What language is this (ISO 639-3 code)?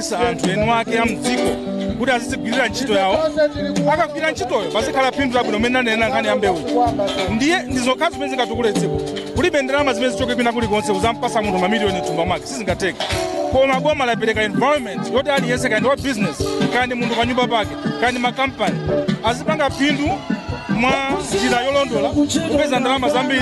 nya